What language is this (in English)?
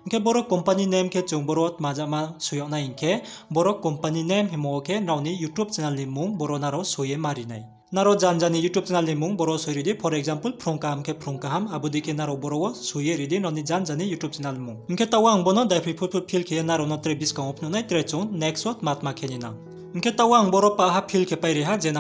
Riang (India)